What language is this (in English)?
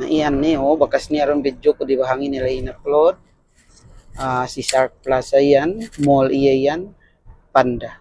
Yakan